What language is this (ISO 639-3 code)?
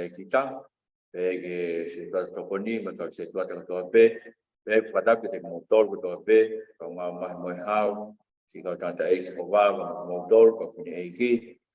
ton